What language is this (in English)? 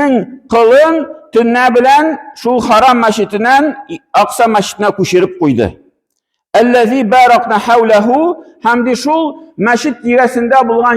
Tatar